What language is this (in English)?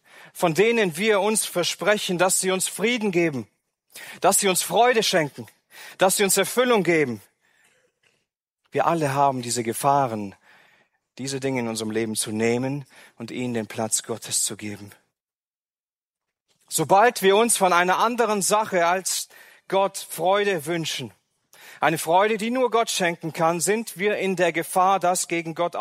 German